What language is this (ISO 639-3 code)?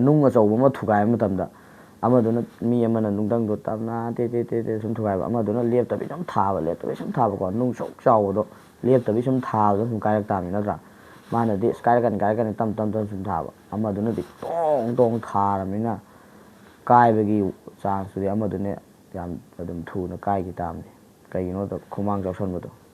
mni